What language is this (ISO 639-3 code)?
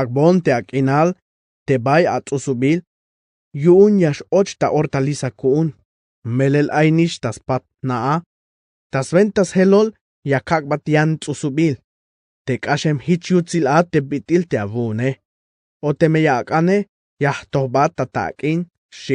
tzh